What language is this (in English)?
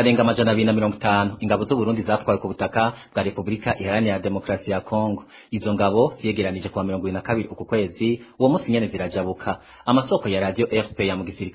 Rundi